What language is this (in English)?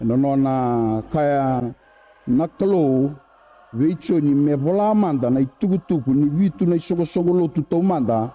Fijian